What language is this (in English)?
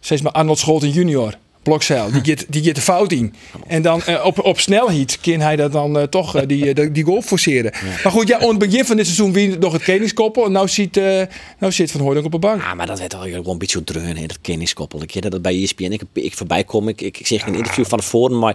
Western Frisian